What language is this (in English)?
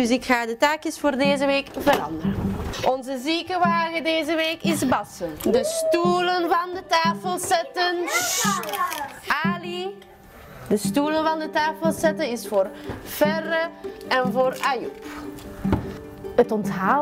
Dutch